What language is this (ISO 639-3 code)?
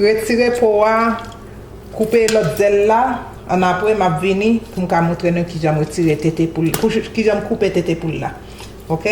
hat